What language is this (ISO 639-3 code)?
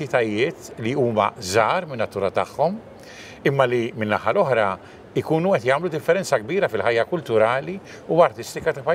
mlt